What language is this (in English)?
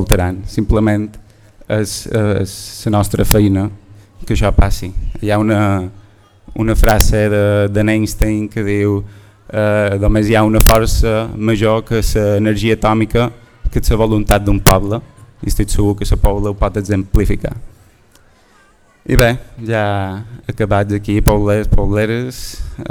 Catalan